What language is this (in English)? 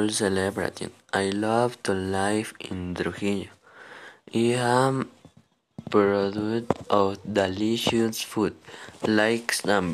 English